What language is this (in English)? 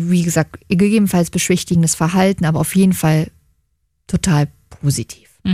German